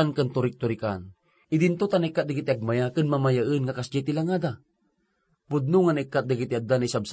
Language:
Iloko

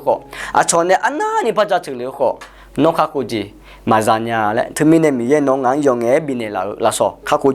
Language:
Akha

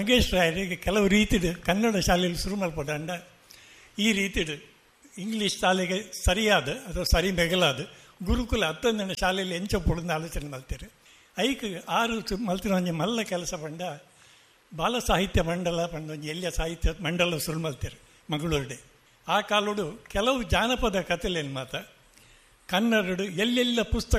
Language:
Tulu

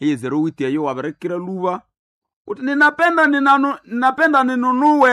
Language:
Nande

